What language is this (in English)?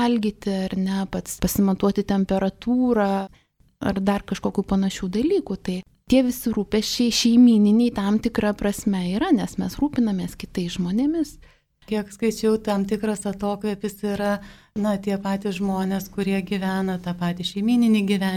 Lithuanian